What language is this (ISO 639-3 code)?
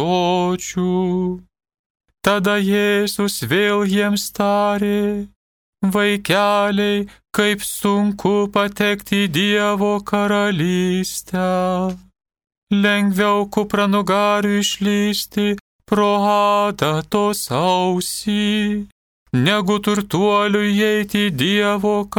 lit